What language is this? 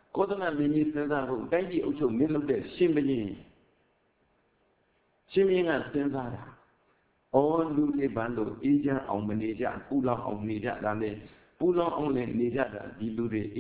Burmese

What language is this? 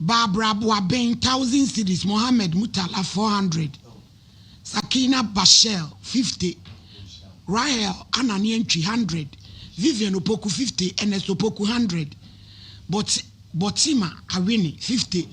Akan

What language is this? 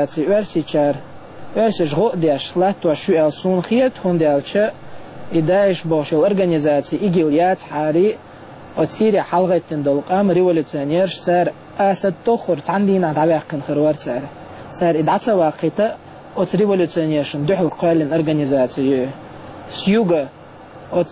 Chechen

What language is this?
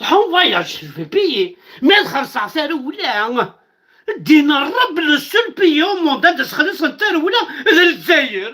Kabyle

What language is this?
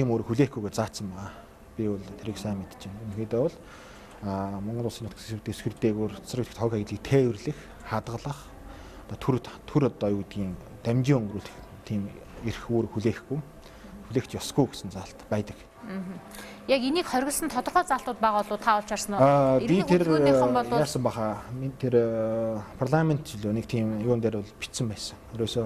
Mongolian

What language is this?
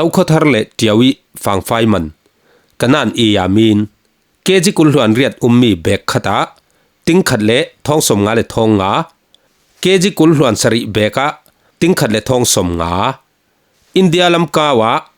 Falam Chin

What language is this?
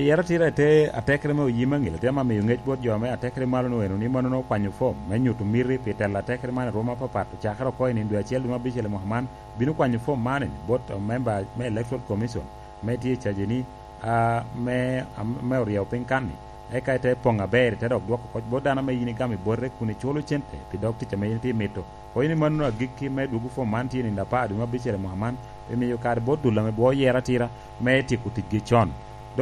Lango (Uganda)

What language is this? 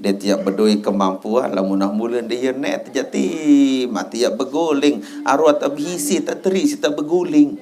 Sasak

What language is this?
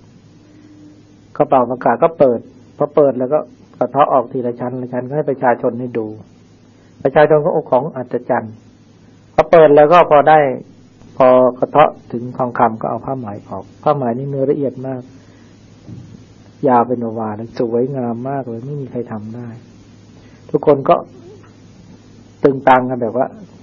Thai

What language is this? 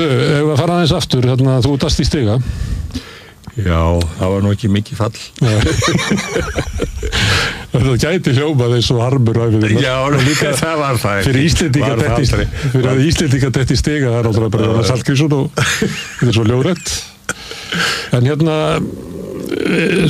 Icelandic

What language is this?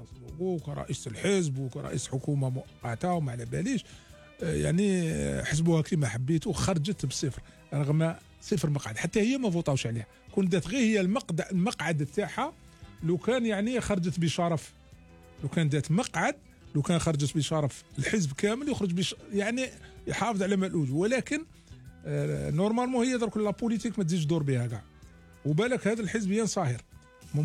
Algerian Arabic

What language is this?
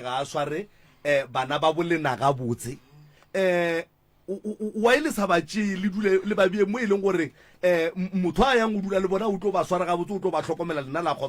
Northern Sotho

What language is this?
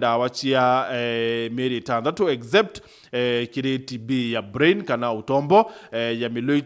Meru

